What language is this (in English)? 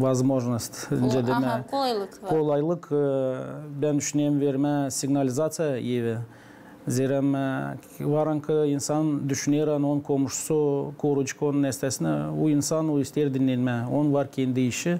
Gagauz